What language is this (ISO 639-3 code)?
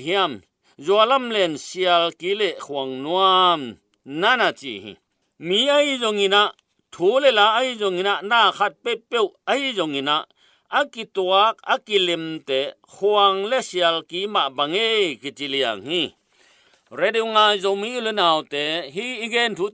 ctd